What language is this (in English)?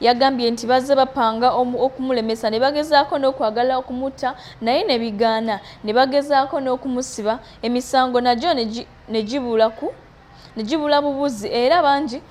Ganda